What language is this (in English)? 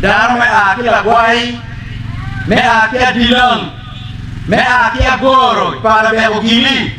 Acoli